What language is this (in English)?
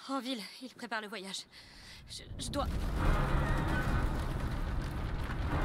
French